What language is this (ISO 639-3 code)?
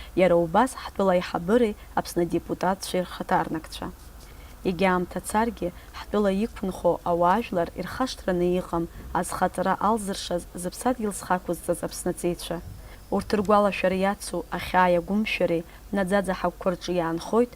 abk